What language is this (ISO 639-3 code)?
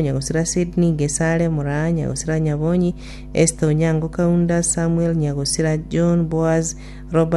guz